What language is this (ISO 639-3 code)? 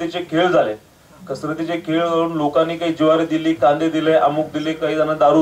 mar